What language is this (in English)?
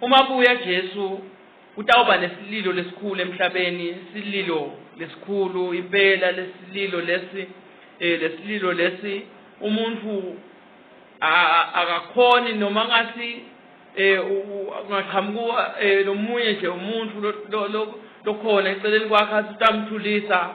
Swati